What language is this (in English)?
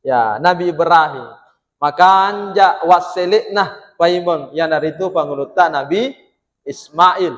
Buginese